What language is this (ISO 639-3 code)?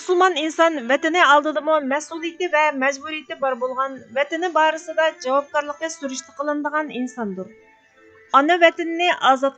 uig